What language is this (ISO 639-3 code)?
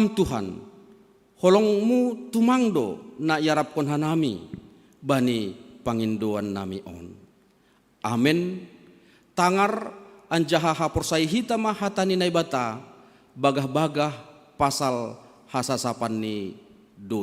bts